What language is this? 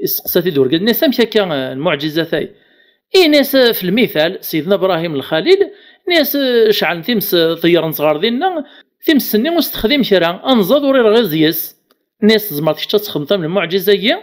Kabyle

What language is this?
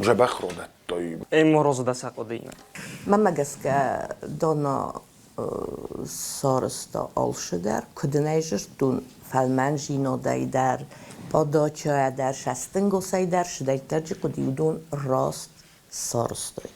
Ossetic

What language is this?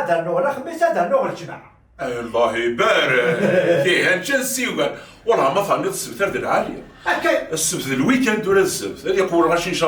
Kabyle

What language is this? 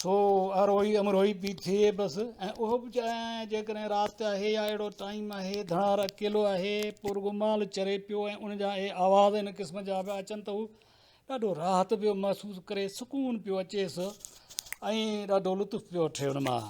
Sindhi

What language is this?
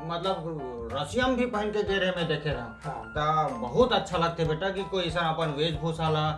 Chhattisgarhi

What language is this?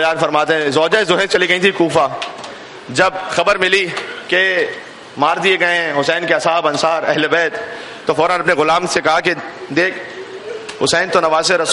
Urdu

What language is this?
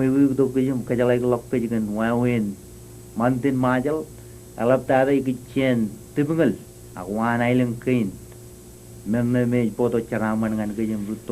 Marshallese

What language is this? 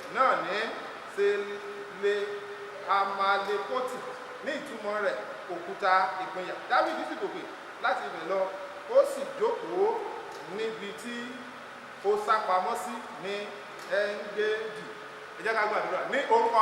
Yoruba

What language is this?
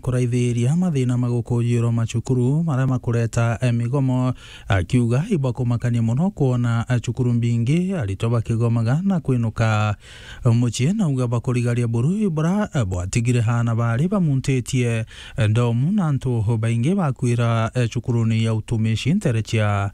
Meru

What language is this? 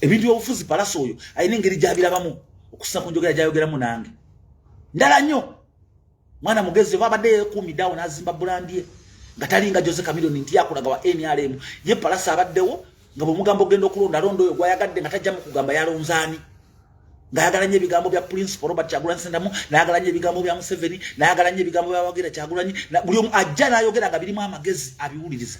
Ganda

